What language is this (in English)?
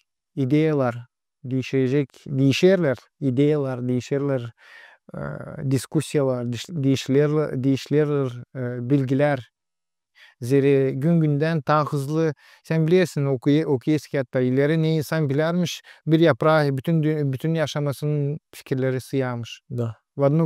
Gagauz